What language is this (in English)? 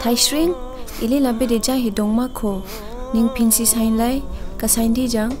Dimasa